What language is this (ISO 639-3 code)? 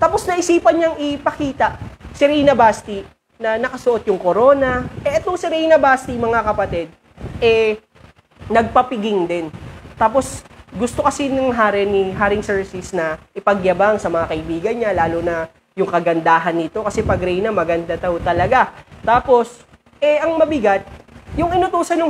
fil